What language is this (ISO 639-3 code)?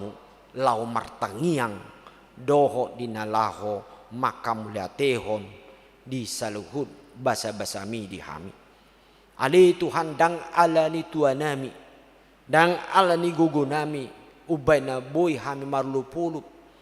bbc